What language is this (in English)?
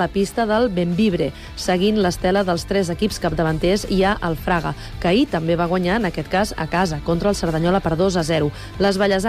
Catalan